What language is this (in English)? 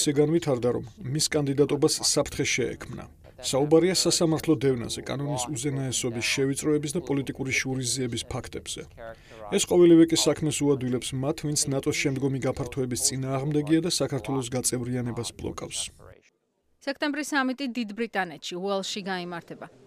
Georgian